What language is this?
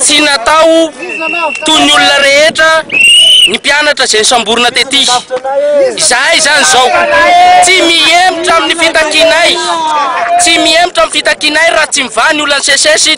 Malagasy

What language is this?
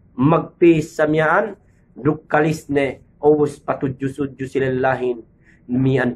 Yakan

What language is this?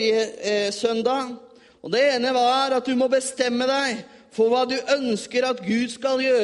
Norwegian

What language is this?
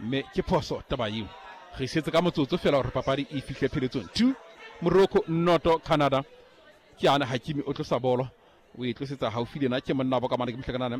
Southern Sotho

